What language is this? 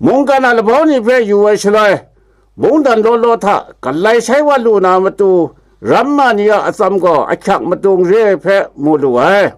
Kachin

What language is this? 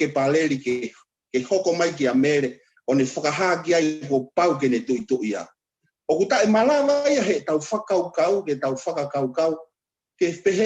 Tongan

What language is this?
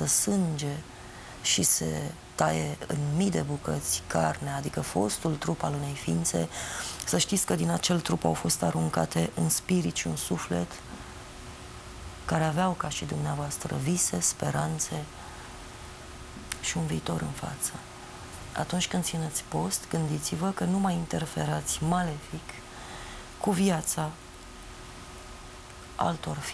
Romanian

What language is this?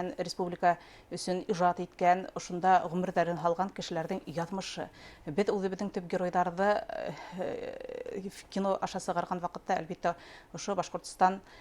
Bashkir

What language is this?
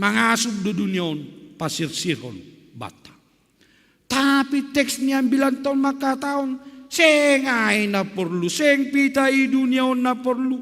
Batak Simalungun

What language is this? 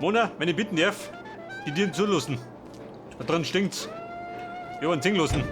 Bavarian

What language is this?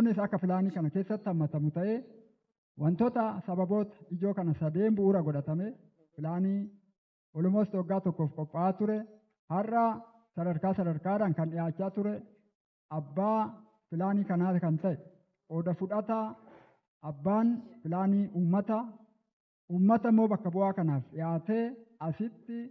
Oromo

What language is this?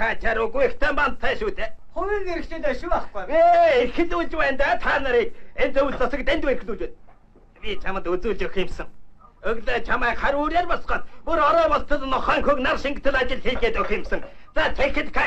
Mongolian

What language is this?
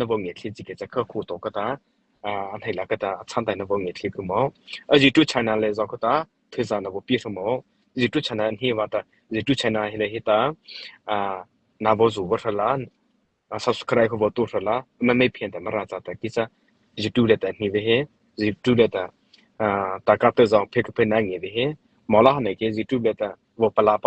Mara Chin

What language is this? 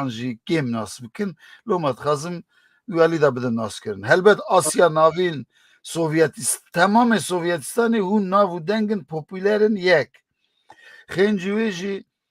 Kurdish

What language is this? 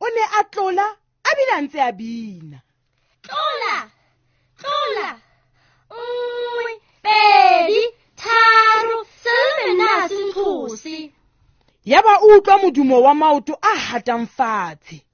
Southern Sotho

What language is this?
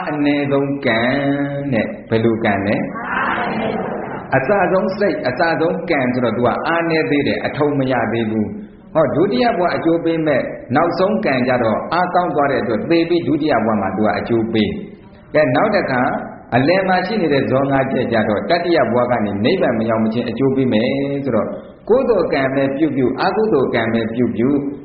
Burmese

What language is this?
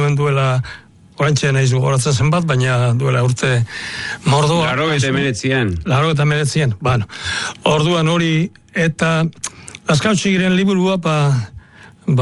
Basque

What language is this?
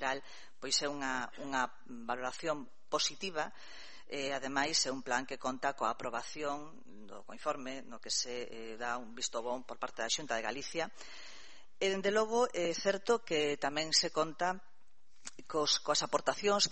Galician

